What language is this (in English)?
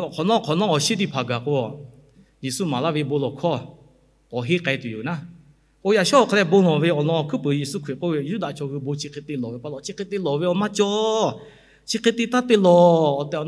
Lahu